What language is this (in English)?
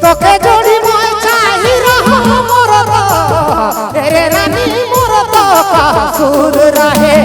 Sadri